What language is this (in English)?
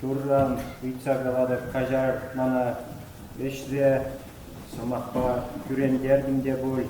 Chuvash